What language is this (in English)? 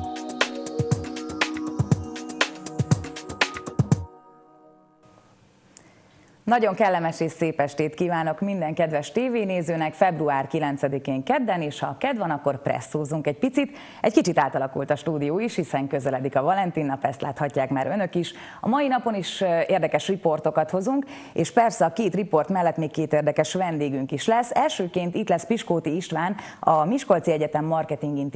Hungarian